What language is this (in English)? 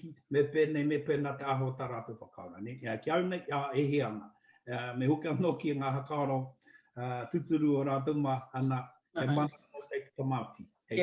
Māori